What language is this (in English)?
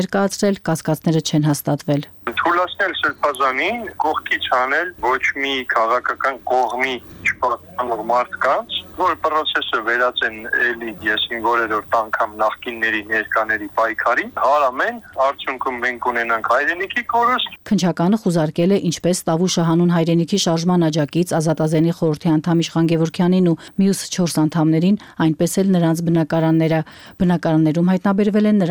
Armenian